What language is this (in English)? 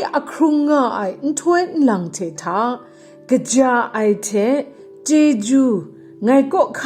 Kachin